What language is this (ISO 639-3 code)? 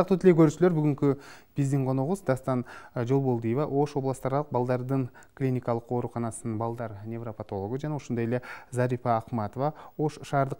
kir